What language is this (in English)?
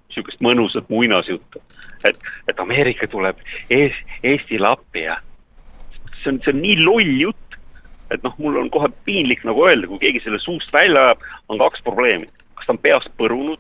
Estonian